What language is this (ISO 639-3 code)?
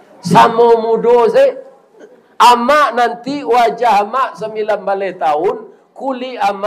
min